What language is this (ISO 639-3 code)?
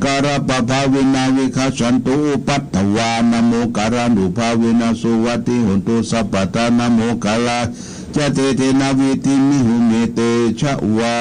pli